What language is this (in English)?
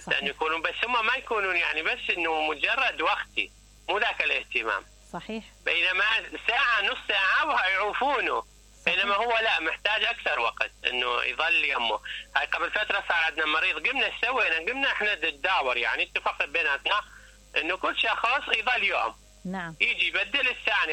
Mesopotamian Arabic